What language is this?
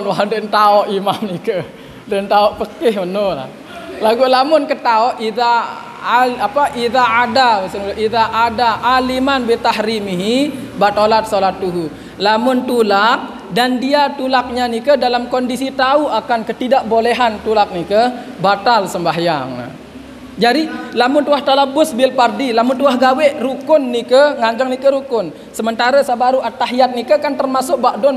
Sasak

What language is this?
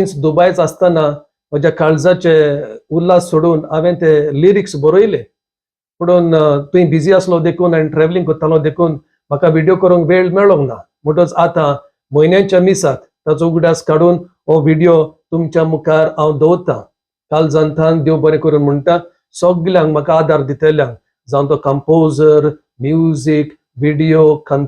Konkani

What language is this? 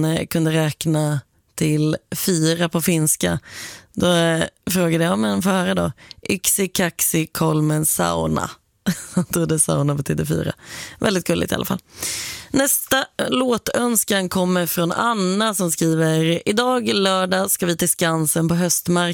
Swedish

